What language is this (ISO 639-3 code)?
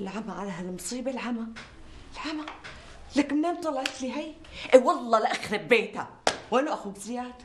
apc